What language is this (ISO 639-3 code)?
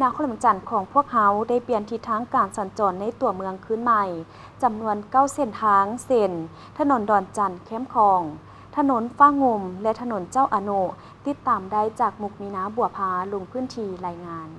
lao